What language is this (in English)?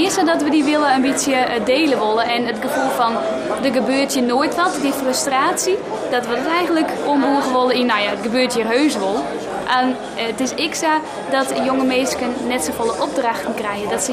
Western Frisian